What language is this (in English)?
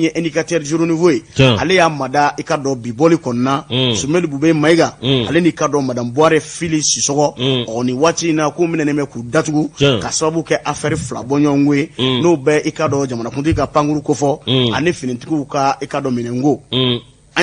Bambara